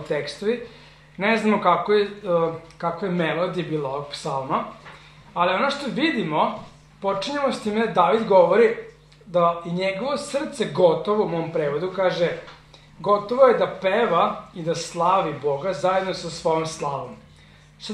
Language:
Serbian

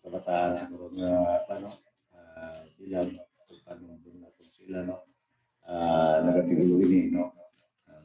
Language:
Hiligaynon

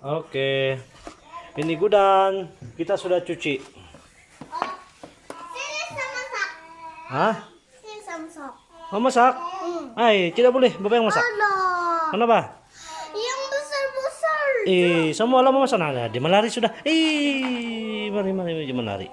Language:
Sabah Malay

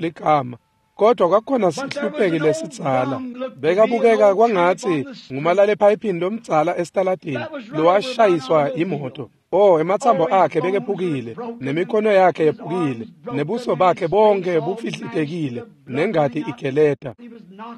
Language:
Swati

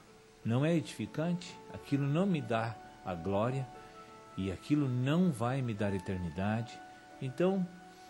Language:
Portuguese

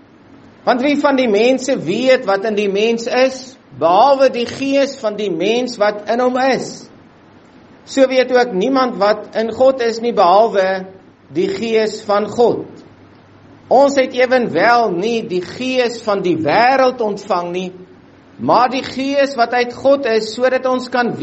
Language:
Afrikaans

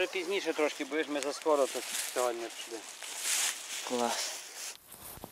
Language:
Ukrainian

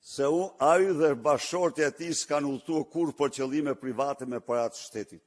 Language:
Albanian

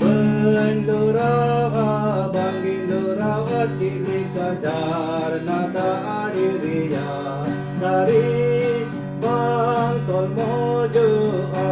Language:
Santali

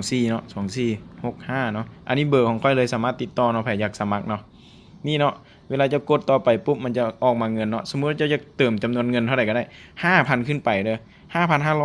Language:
Lao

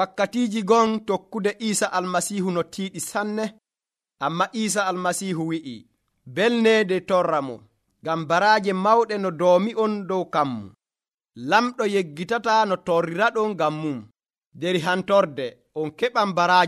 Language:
Nigerian Fulfulde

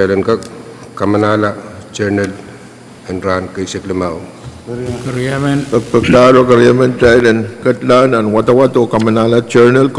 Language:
Pohnpeian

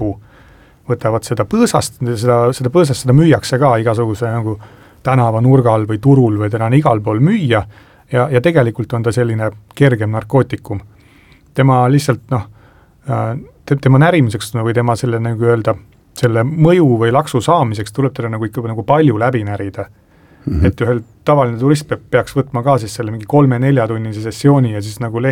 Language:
Estonian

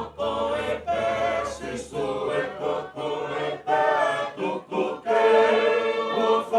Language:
Tongan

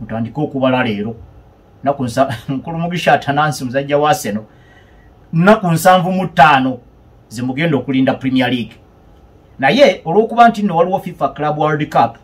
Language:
Ganda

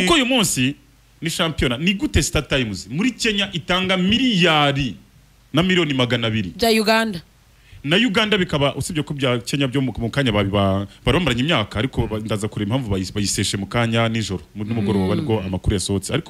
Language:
Kinyarwanda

